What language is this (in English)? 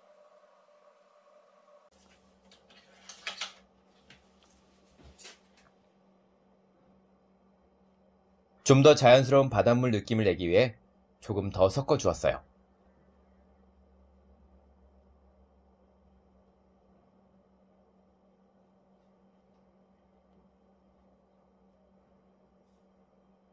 Korean